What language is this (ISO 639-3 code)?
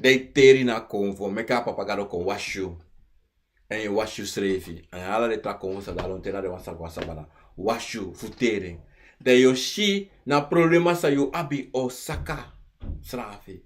srn